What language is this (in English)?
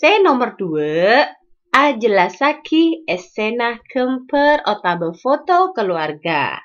Madurese